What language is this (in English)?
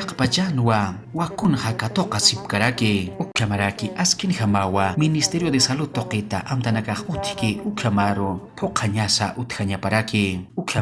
Aymara